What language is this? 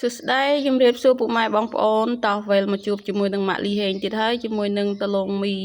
Khmer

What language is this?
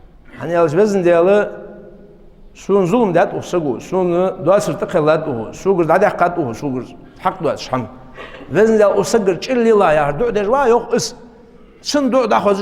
Ingush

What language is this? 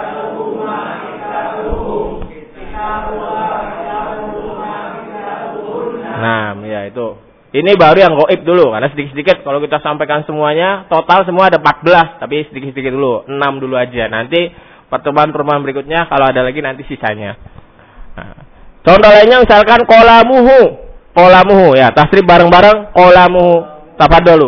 Indonesian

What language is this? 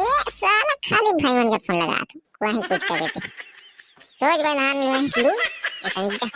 Chhattisgarhi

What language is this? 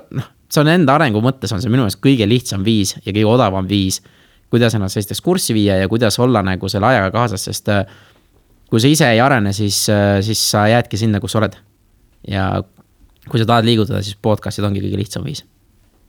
Estonian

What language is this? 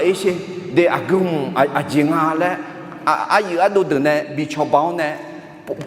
Akha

